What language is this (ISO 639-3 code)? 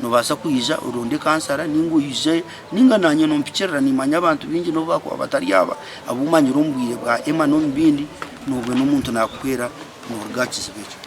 nyn